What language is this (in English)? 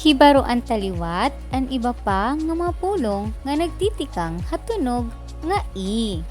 Waray